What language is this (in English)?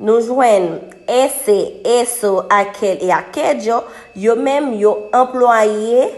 Haitian Creole